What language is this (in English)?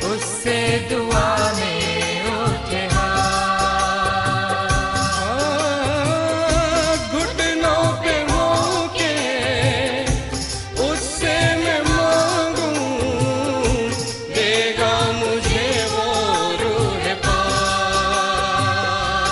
Hindi